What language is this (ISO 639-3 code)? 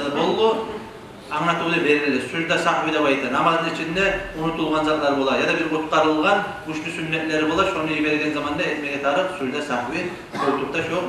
kum